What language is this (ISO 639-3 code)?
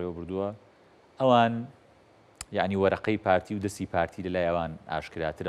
ckb